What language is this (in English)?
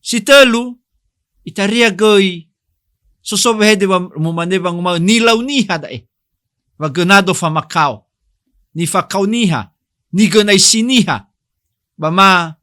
Nias